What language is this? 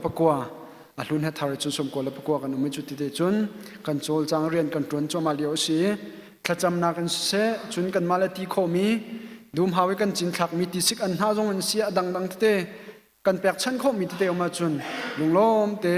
Hakha Chin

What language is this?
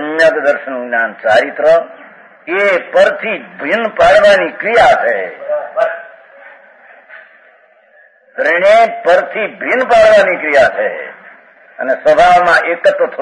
Gujarati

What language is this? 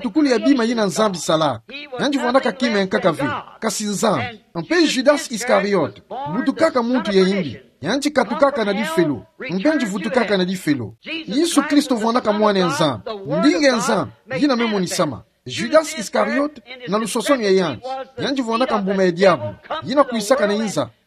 Kituba (Democratic Republic of Congo)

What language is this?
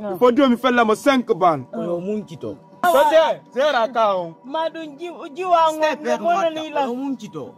Fula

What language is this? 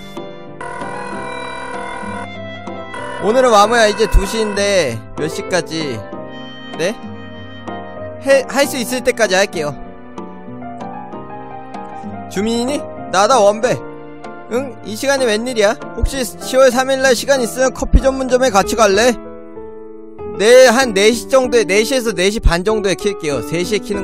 Korean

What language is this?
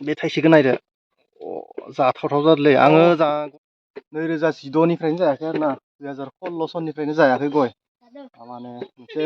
Bodo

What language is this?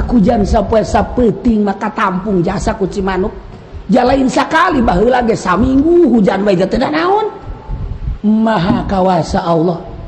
Sundanese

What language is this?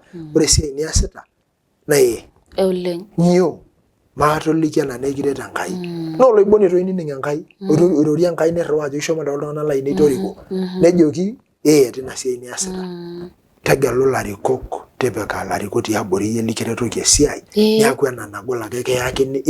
Masai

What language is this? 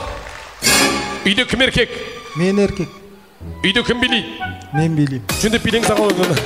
Kazakh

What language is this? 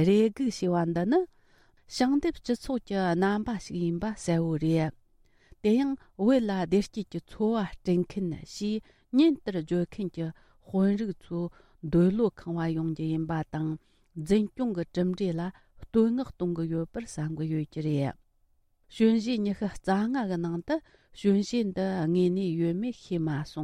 Tibetan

